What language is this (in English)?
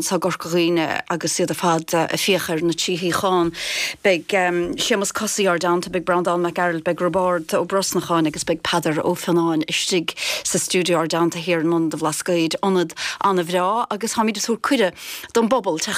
Irish